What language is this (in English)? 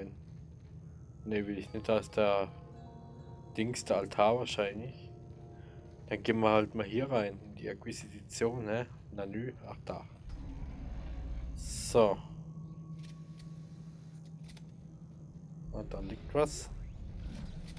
German